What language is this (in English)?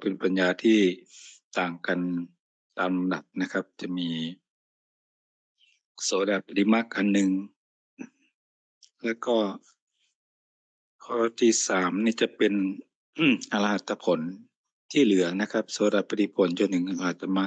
Thai